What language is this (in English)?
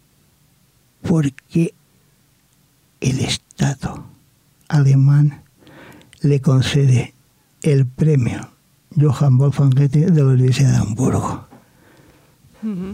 Spanish